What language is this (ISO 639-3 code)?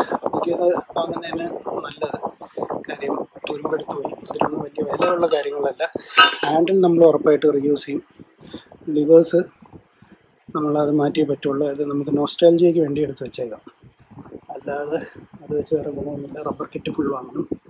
mal